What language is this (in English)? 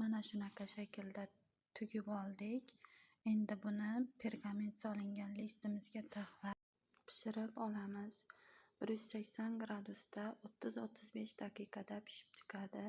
Uzbek